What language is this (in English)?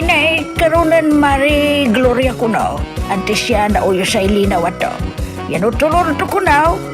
Pangasinan